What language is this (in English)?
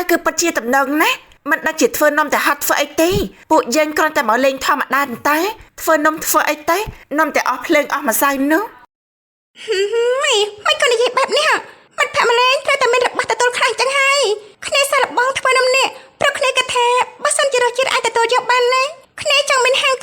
Khmer